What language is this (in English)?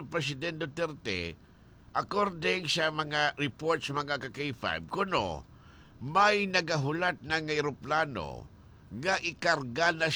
Hiligaynon